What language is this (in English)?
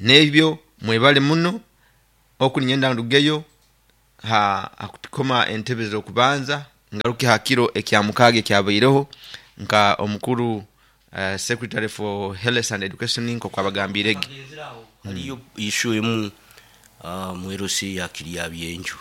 Nyoro